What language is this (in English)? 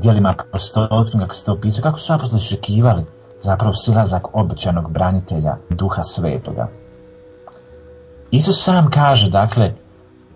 Croatian